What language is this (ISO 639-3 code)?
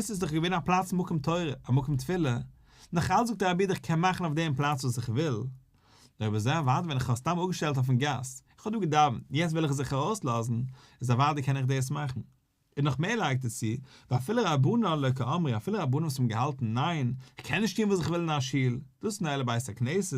yid